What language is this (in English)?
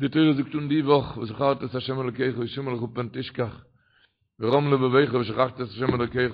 Yiddish